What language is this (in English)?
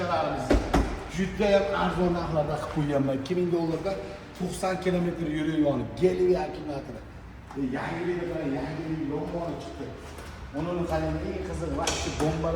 Uzbek